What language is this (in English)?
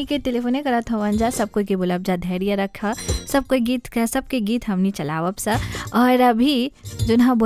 Bhojpuri